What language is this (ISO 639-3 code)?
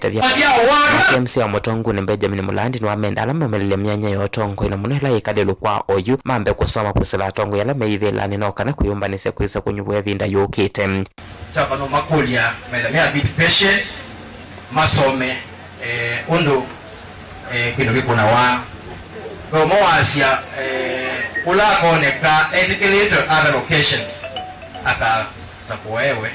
kam